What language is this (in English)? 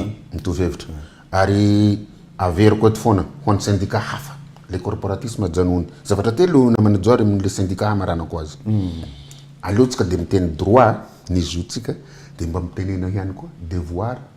Malagasy